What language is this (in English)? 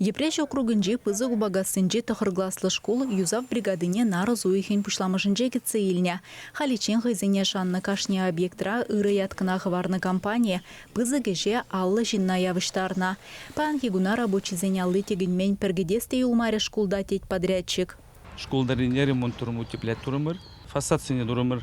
Chuvash